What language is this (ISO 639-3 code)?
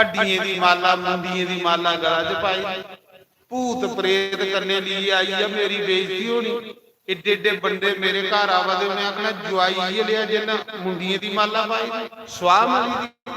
doi